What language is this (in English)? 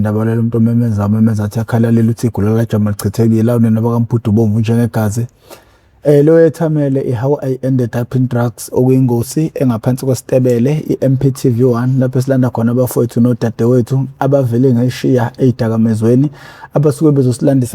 Zulu